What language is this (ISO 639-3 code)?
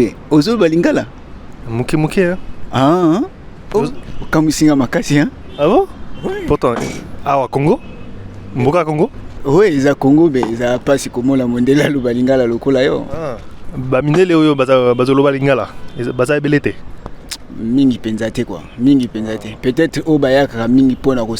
lin